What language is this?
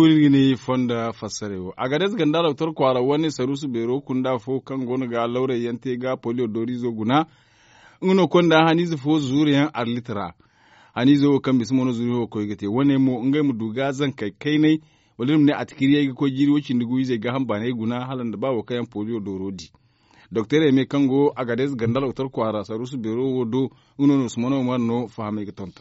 Zarma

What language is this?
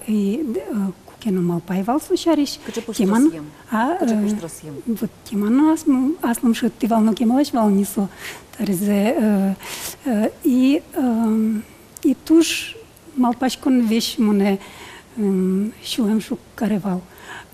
Udmurt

